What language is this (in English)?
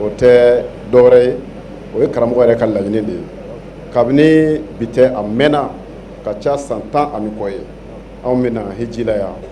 Bambara